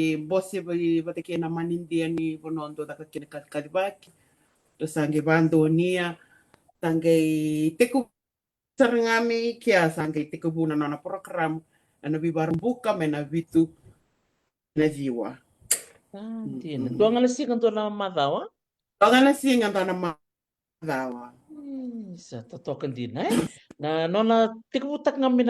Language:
Fijian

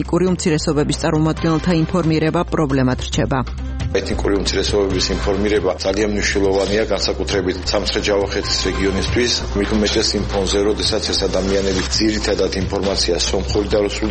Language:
Georgian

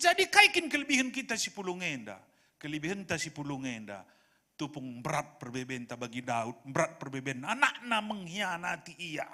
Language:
Batak Karo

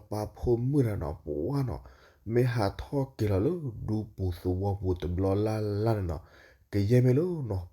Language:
S'gaw Karen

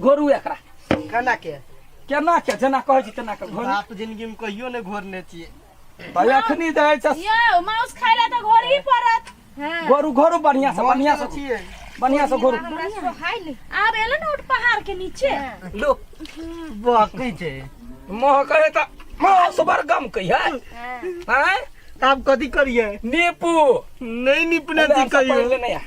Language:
Maithili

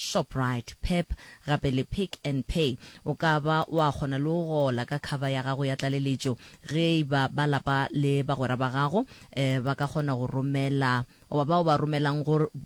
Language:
Northern Sotho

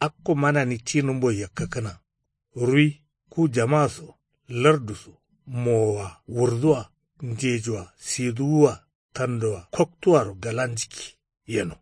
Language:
Kanuri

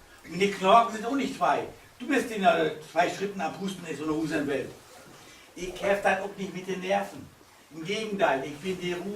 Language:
Low German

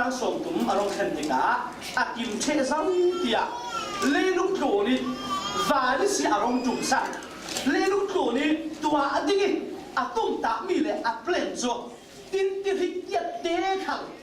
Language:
Falam Chin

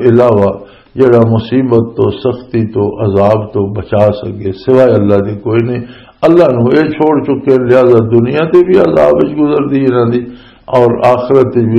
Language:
Western Panjabi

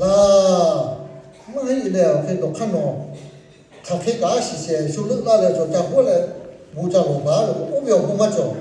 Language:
Lahu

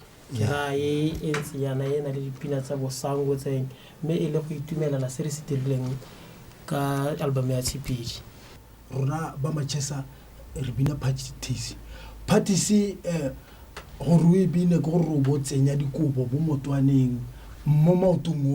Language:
Tswana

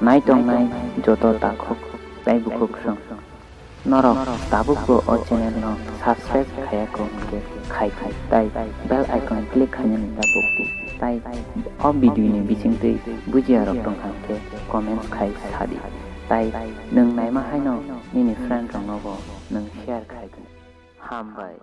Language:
Kok Borok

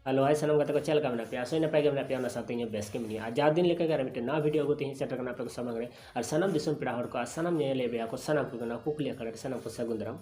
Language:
Santali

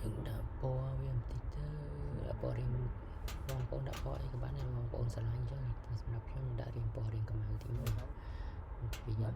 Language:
Khmer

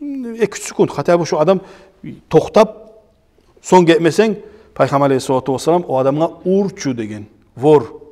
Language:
Kumyk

